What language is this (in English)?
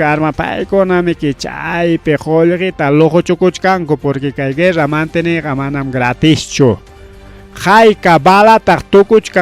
Ayacucho Quechua